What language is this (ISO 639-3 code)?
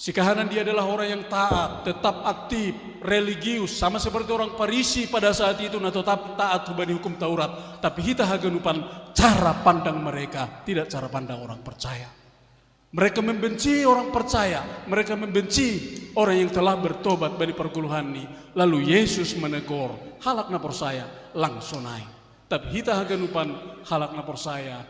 bts